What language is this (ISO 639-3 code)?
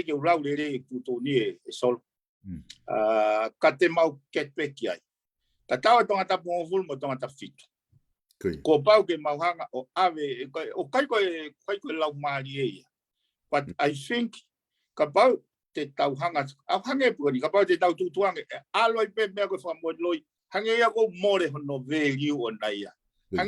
ton